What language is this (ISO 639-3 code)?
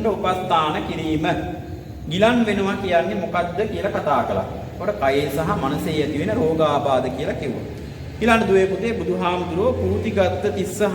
sin